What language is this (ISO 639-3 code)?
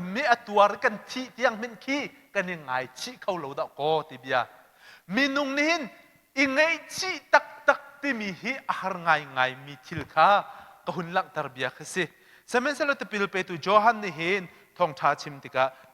cnh